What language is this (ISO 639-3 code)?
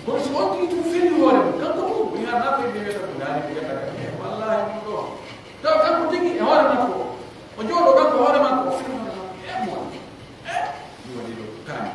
fuf